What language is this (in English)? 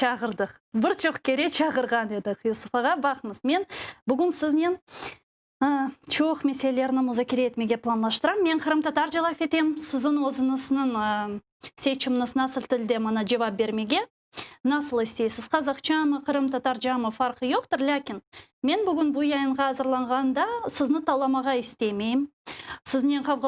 Crimean Tatar